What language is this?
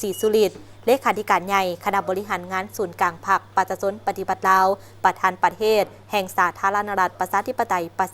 Lao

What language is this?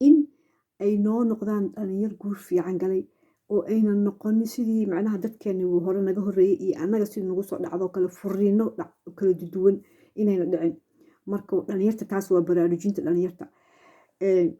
Somali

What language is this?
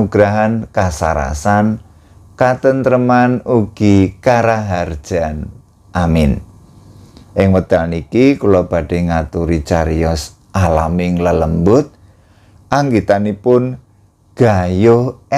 Javanese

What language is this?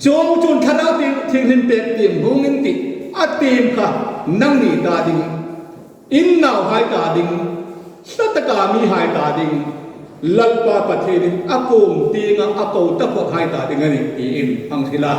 Hmar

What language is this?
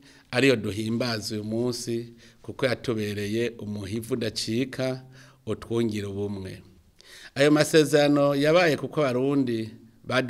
Rundi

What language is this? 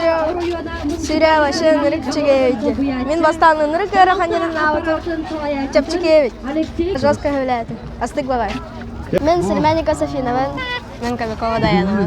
Yakut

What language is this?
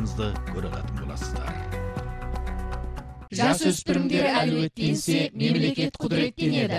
Kazakh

